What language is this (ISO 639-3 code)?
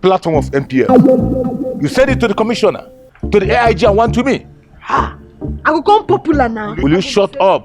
pcm